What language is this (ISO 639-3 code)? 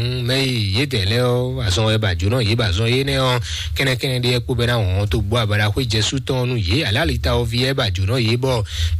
fon